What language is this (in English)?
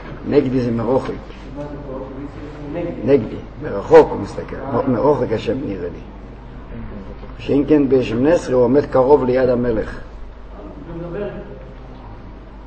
Hebrew